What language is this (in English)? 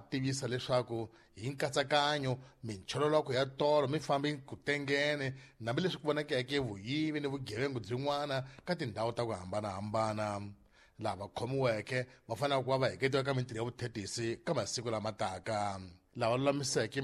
Tsonga